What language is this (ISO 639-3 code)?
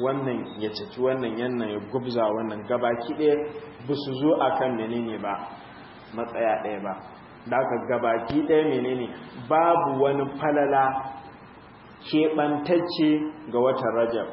hau